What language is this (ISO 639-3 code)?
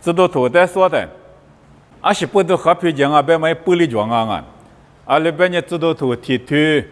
lis